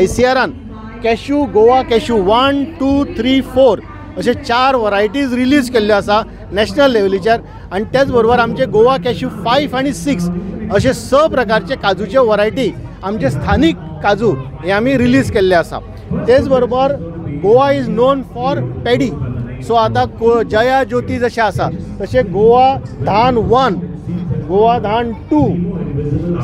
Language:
Konkani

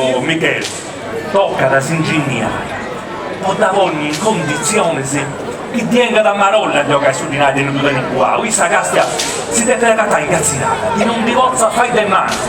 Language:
Sardinian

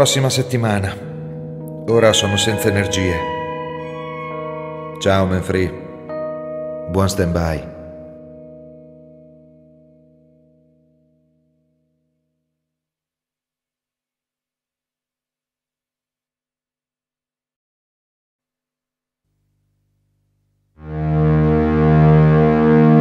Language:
Italian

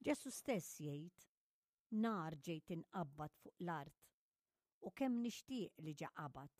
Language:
Maltese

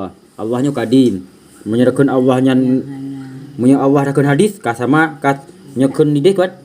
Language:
Achinese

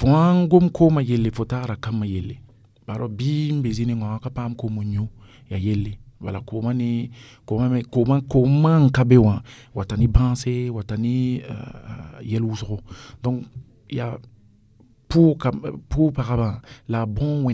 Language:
Mossi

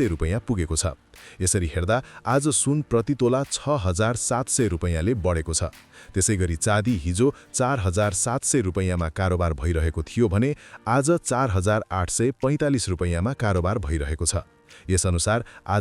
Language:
Nepali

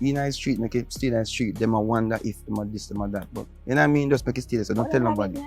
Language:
Jamaican Creole English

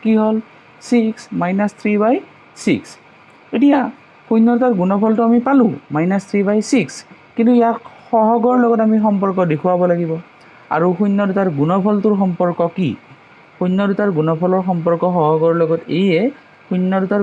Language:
Assamese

